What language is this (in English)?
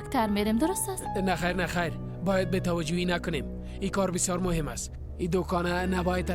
Persian